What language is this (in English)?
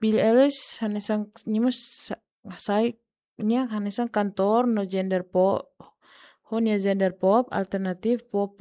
Tetum